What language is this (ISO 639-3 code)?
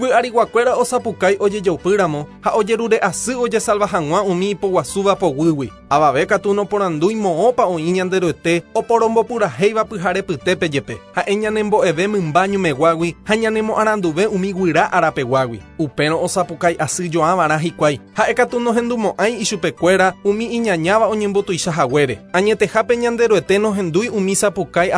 grn